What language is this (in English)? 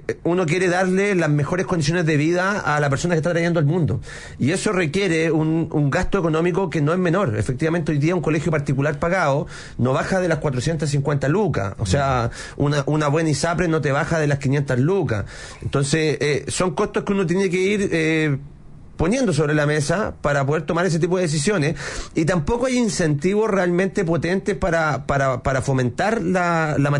Spanish